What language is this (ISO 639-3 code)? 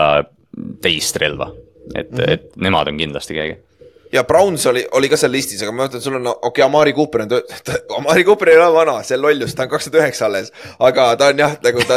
est